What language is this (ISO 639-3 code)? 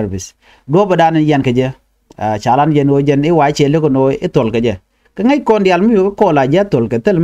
nus